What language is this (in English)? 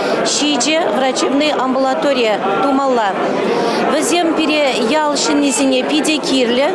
Chuvash